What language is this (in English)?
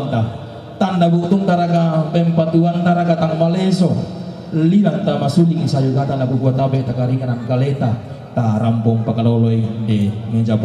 Toraja-Sa'dan